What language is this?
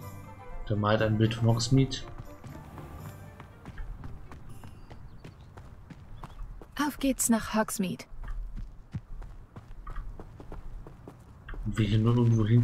German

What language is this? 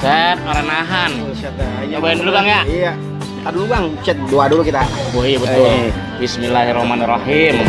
Betawi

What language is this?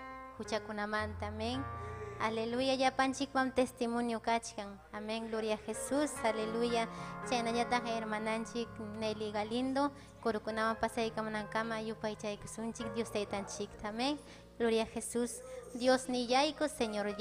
Ayacucho Quechua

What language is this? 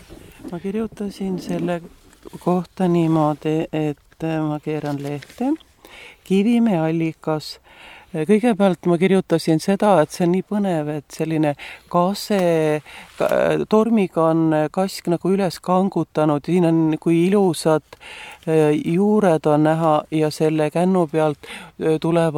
Estonian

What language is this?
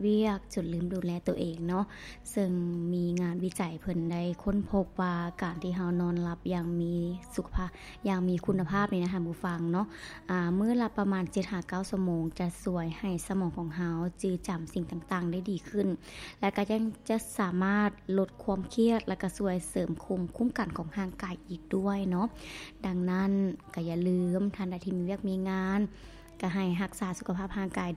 Lao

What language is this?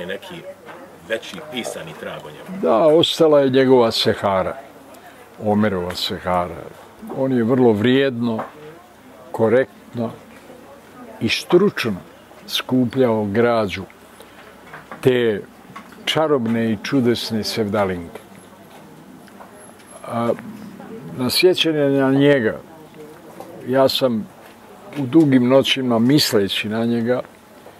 Bosnian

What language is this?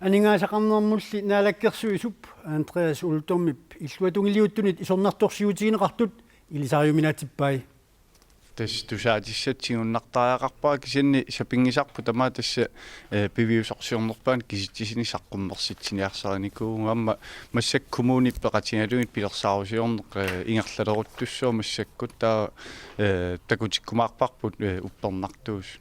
Kalaallisut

